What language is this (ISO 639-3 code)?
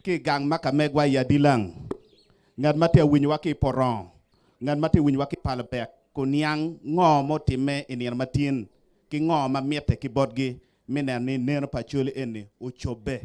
ach